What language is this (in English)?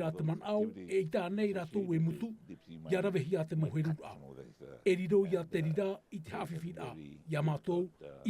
Tahitian